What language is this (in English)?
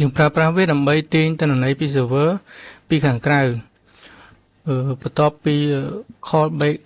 Khmer